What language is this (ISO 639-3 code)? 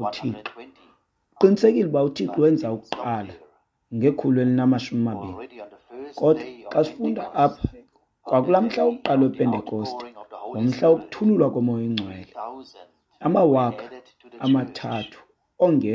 xho